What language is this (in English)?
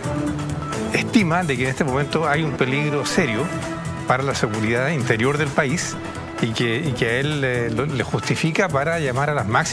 Spanish